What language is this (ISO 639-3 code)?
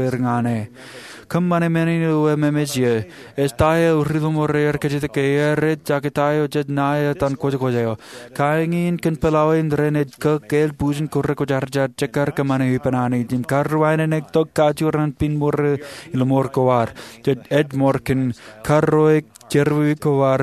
mah